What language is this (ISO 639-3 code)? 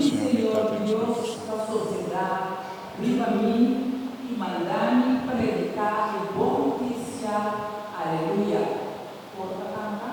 pap